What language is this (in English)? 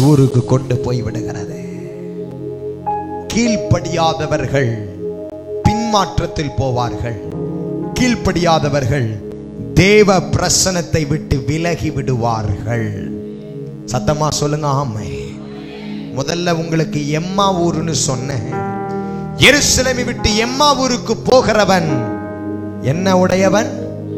Tamil